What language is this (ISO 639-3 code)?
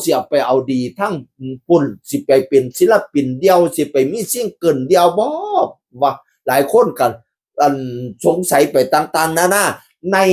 tts